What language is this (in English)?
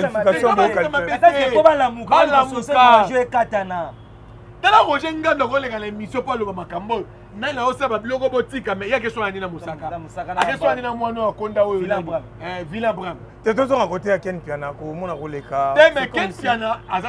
Lingala